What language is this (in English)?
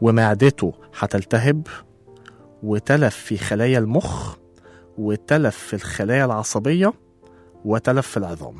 Egyptian Arabic